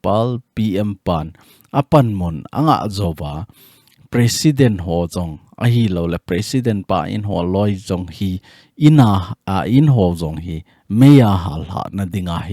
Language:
Thado Chin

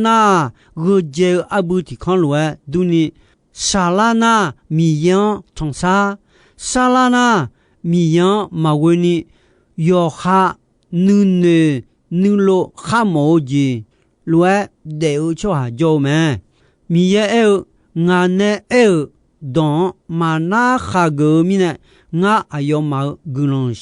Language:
Akha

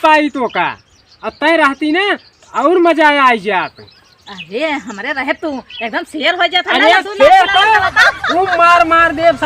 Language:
Awadhi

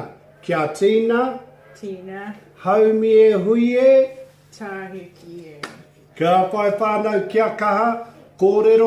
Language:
Māori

